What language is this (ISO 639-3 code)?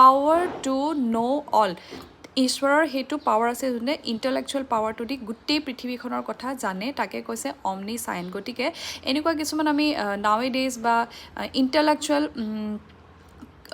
asm